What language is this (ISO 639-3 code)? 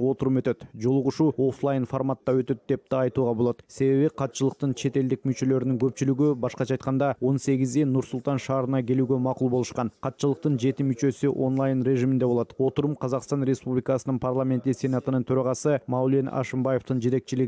kir